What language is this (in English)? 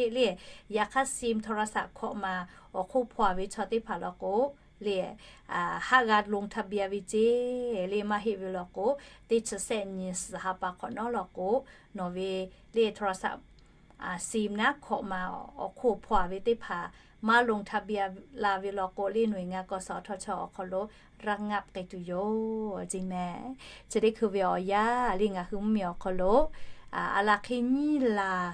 Lahu